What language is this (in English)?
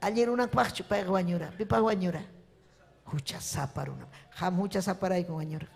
Ayacucho Quechua